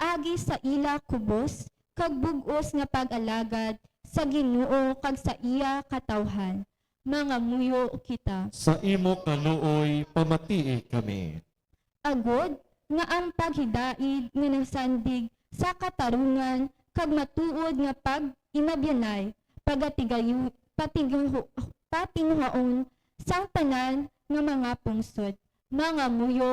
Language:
Hiligaynon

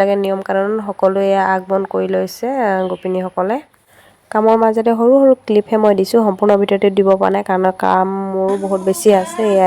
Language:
Assamese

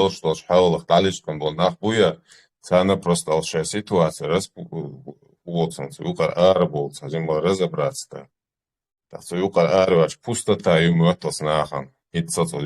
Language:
Chechen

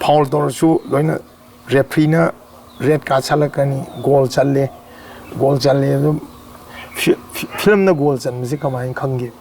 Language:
Manipuri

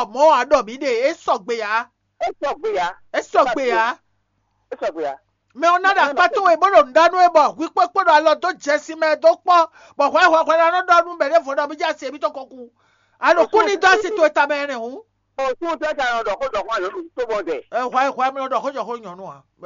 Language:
Fon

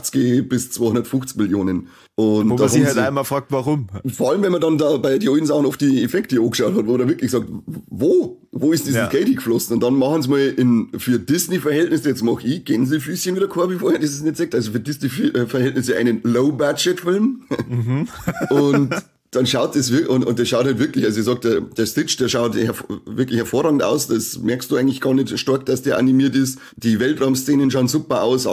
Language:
Bavarian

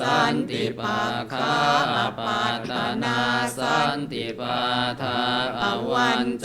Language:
Pali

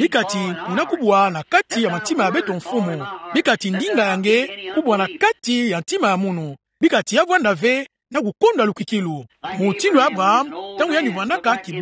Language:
Kituba (Democratic Republic of Congo)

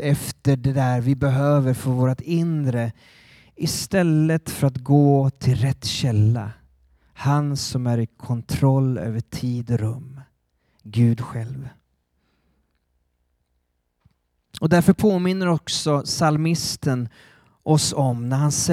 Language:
Swedish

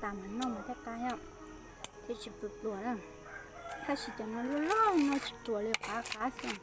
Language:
Hmong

